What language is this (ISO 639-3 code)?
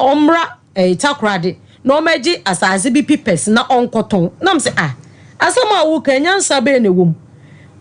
aka